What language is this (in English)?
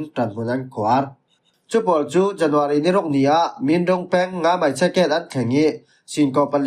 Falam Chin